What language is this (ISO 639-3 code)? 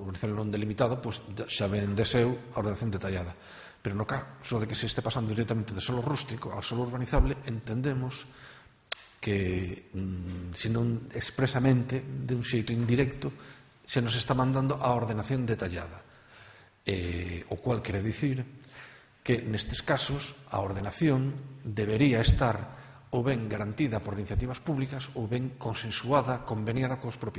glg